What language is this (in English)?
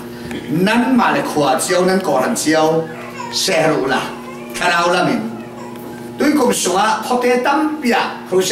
Falam Chin